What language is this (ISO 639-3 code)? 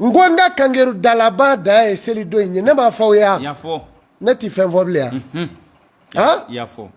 bam